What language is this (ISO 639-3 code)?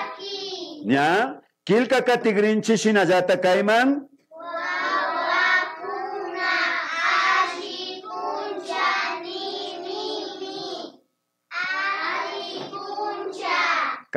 qvi